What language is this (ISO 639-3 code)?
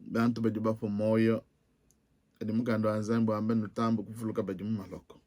lua